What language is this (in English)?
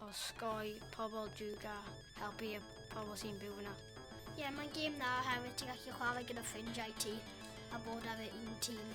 Welsh